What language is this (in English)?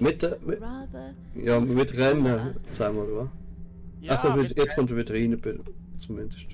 Swiss German